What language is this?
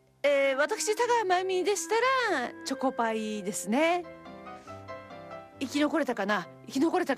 Japanese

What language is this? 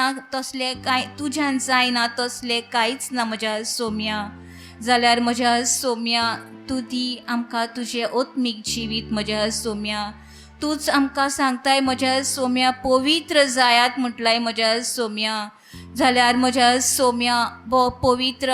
Konkani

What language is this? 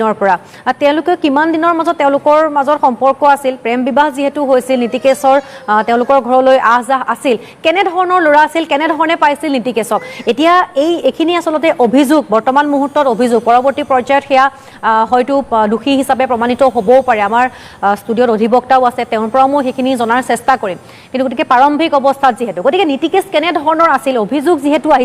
Assamese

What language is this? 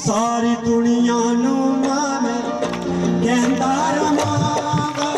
Dogri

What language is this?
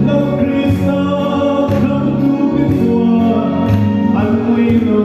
Mizo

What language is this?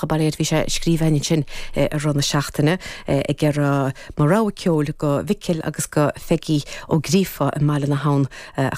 Irish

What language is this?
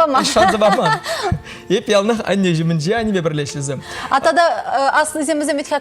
Chuvash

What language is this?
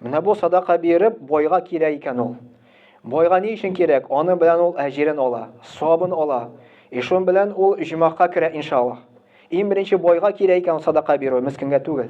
Tatar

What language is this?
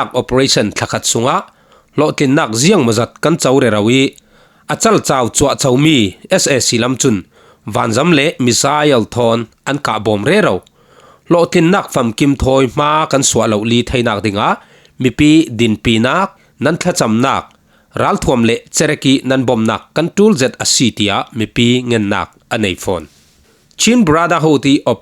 Falam Chin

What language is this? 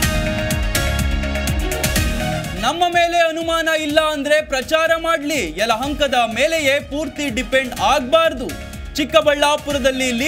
Kannada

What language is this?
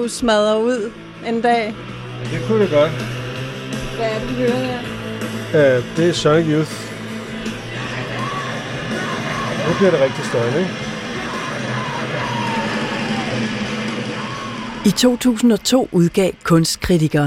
Danish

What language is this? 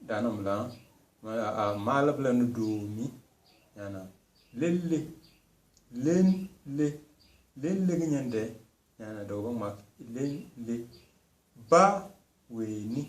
Tem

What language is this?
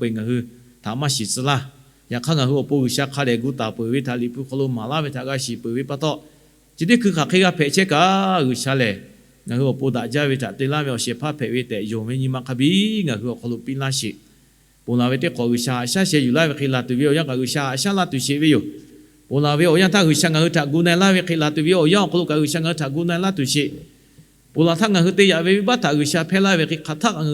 Lahu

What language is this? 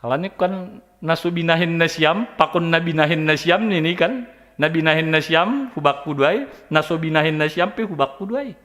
Batak Simalungun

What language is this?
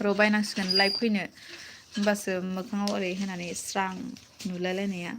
Bodo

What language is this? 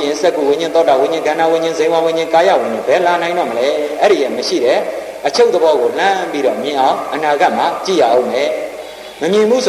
Burmese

